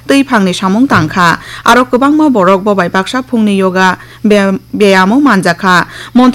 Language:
Kok Borok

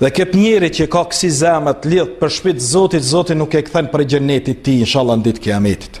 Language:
Albanian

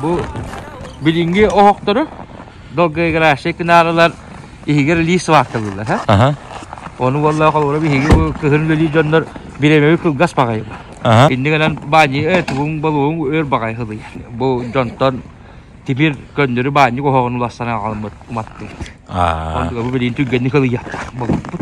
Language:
Yakut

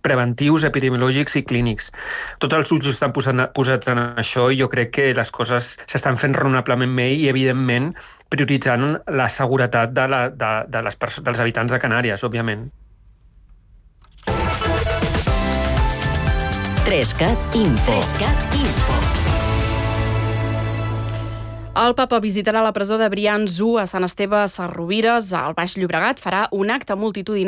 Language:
Catalan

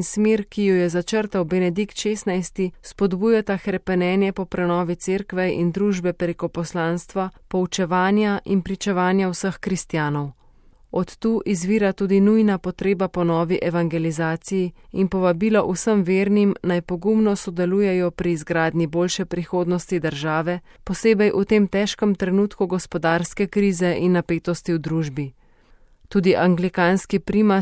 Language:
Slovenian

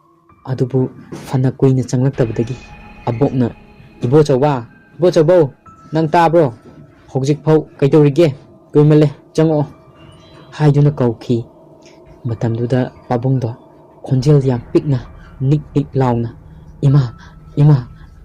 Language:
Manipuri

